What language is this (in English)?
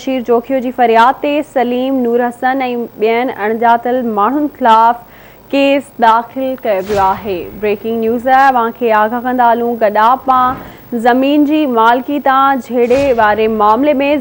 Sindhi